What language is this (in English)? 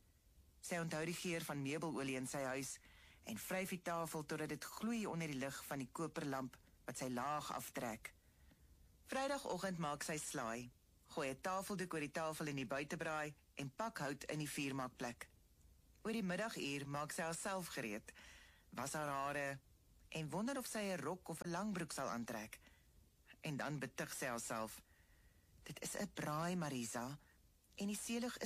Afrikaans